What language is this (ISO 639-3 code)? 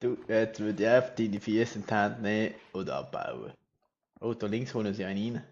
gsw